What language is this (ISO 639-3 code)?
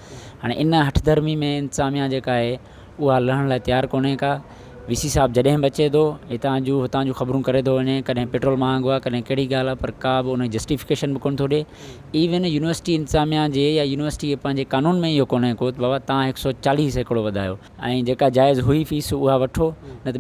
snd